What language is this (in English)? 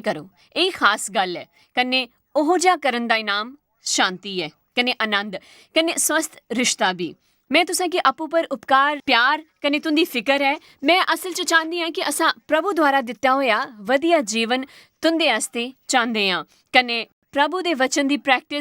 Dogri